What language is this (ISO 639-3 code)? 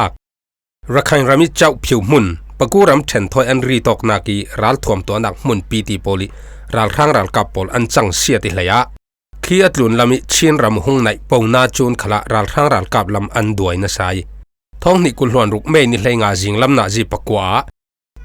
cfm